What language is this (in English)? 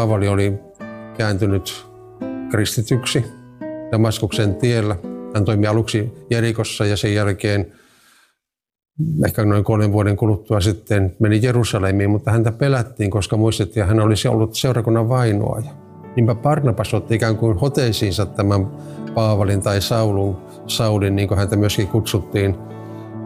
Finnish